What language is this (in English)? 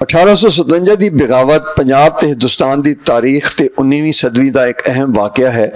Western Panjabi